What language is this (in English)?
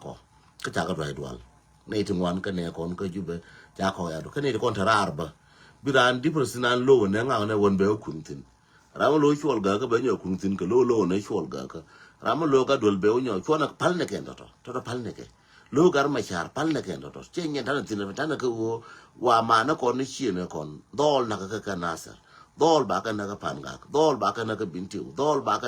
Nuer